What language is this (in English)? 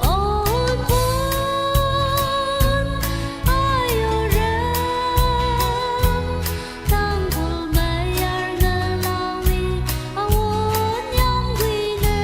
Tangkhul Naga (India)